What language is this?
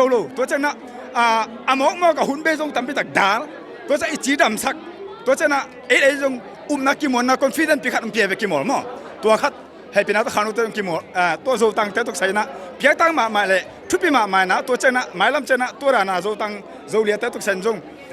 Tedim Chin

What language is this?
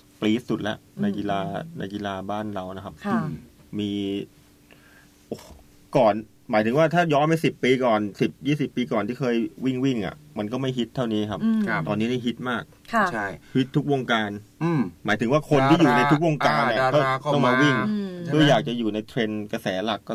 Thai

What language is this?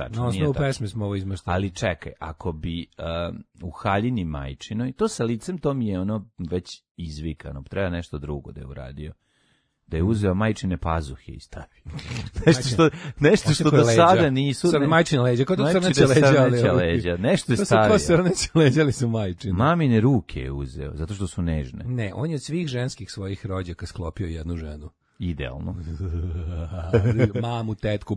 Serbian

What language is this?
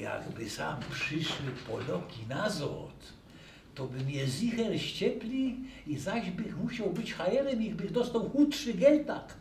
Silesian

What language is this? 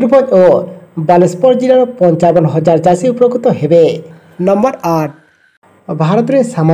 Odia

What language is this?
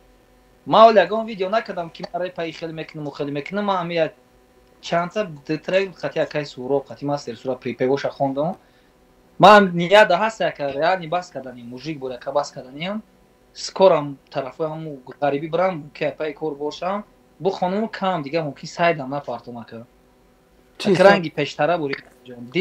Tajik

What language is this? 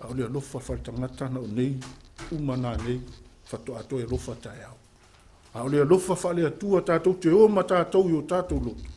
Samoan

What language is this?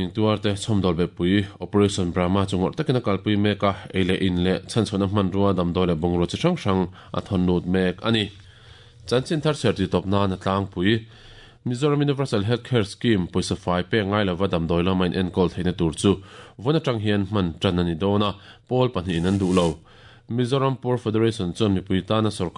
Mizo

